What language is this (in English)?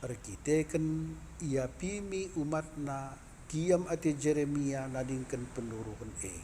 Batak Karo